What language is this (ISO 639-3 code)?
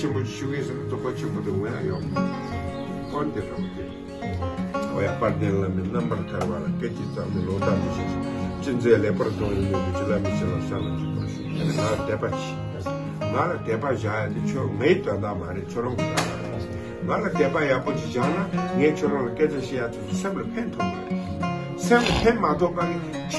bod